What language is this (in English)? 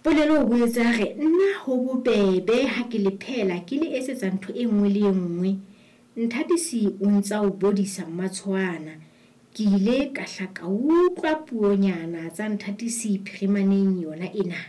Southern Sotho